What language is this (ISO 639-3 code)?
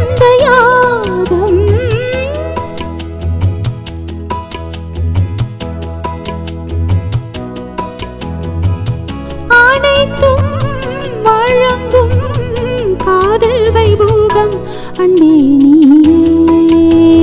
tam